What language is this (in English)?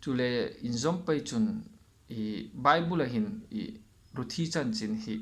Hmar